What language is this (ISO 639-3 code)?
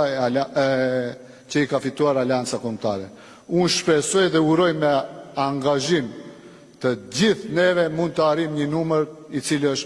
sqi